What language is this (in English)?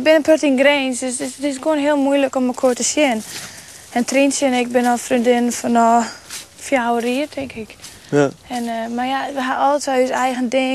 Western Frisian